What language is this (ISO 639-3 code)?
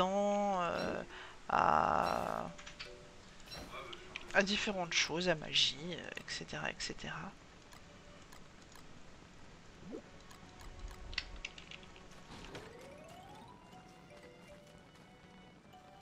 fra